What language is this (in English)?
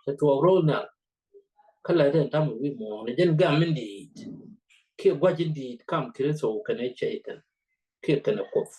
Nuer